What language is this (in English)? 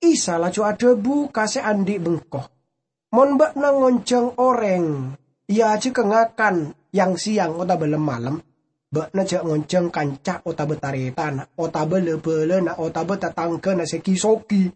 Madurese